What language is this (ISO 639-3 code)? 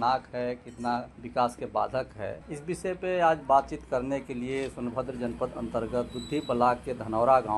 hin